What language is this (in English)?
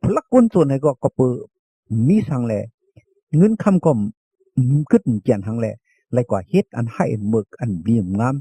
Shan